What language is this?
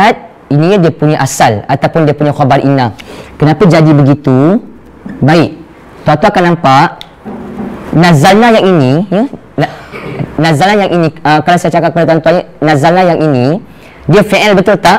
Malay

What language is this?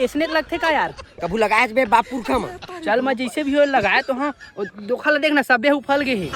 Chhattisgarhi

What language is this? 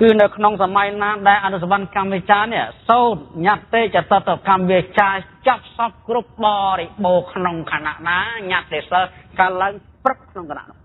Khmer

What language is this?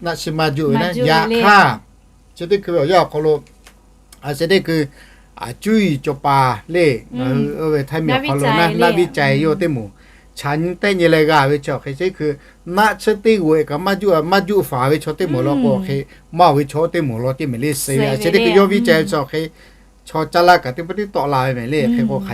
Lahu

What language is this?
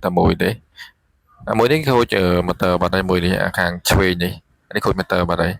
Khmer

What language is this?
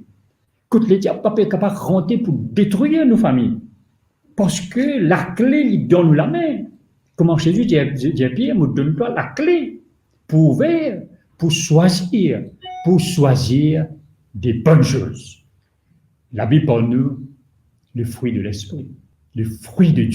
Morisyen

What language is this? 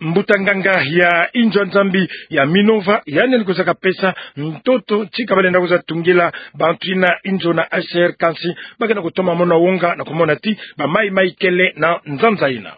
Kituba (Democratic Republic of Congo)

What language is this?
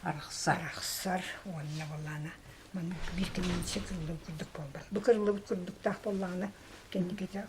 Yakut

